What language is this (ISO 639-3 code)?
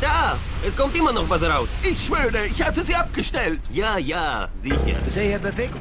bar